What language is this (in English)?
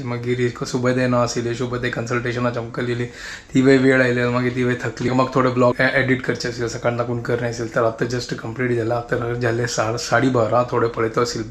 Konkani